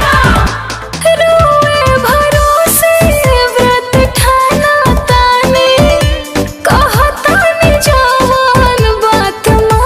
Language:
Bhojpuri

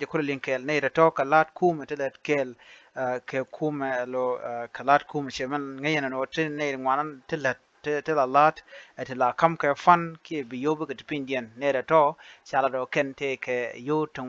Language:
Nuer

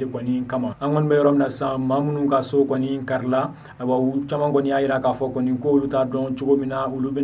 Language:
Bambara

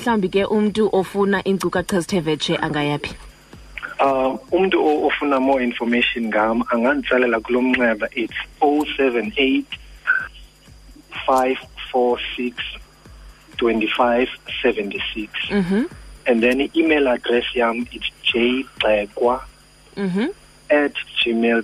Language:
Xhosa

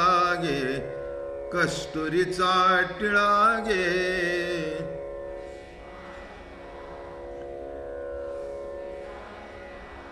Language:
Marathi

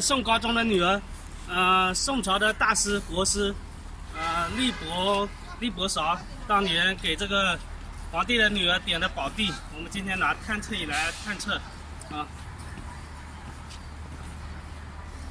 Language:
Chinese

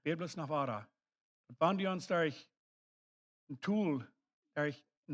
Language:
Plautdietsch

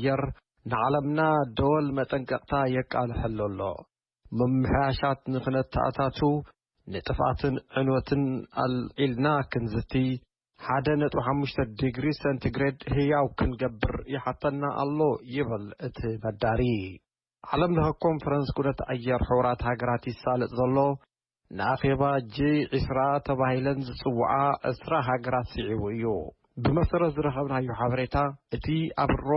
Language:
Tigrinya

